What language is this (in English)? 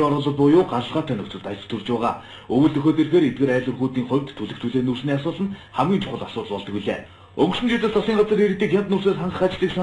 Mongolian